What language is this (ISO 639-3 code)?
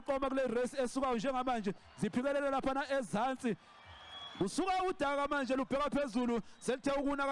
zul